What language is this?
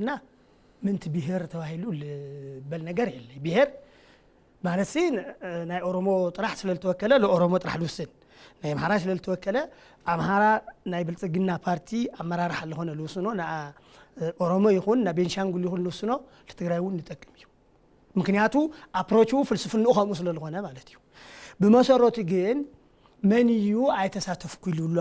Tigrinya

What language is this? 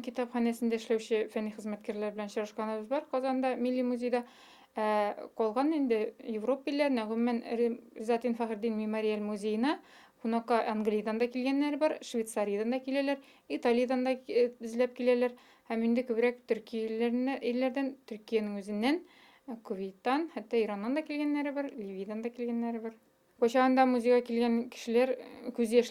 Bashkir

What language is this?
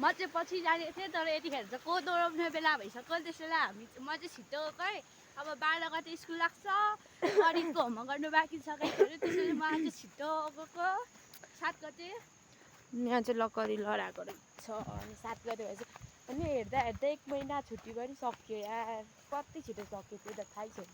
Nepali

